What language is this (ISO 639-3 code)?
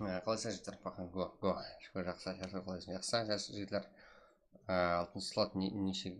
kaa